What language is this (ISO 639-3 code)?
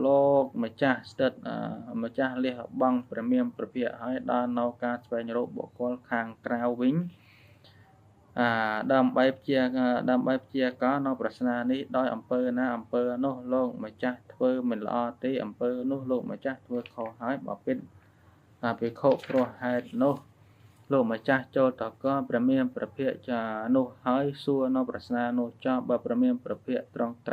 khm